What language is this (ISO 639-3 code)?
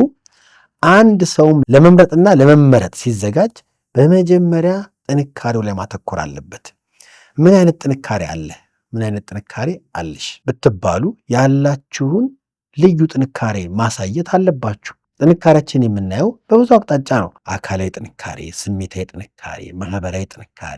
amh